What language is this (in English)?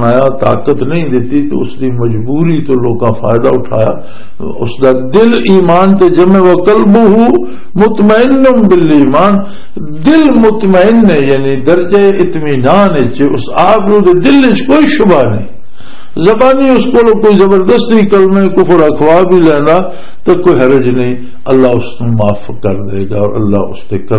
Western Panjabi